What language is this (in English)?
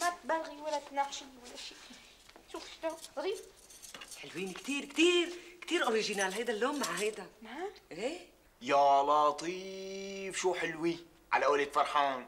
North Levantine Arabic